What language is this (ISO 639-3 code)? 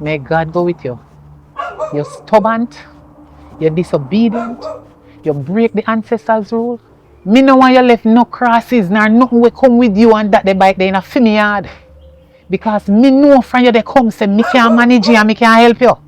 jam